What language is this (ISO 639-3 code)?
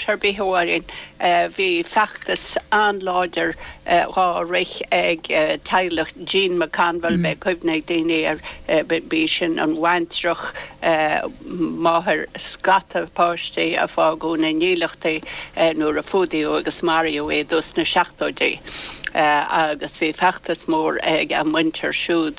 gle